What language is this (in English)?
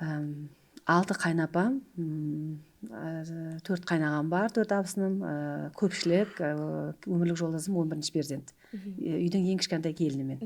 Kara-Kalpak